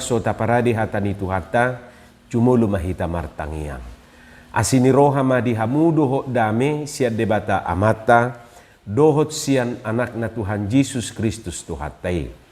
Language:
Batak Toba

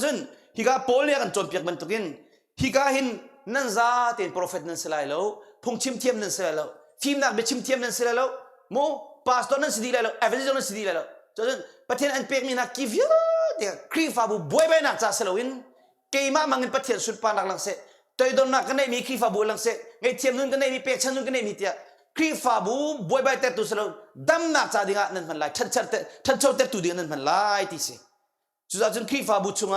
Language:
Hakha Chin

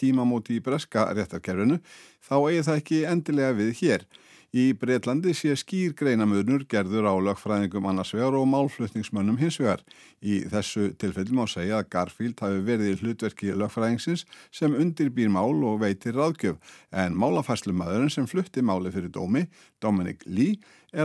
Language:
Icelandic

